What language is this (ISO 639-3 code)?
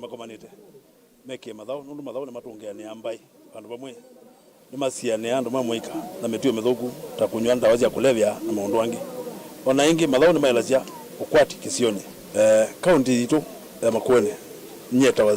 kam